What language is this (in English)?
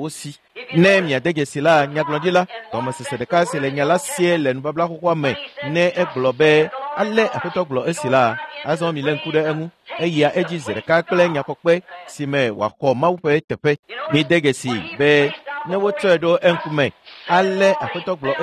Ewe